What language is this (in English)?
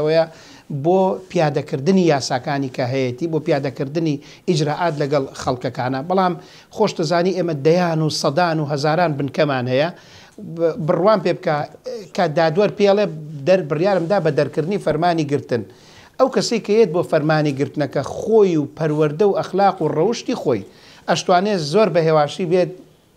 Central Kurdish